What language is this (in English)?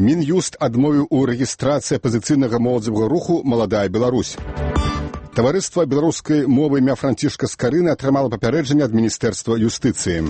Belarusian